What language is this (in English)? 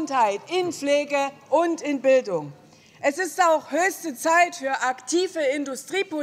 German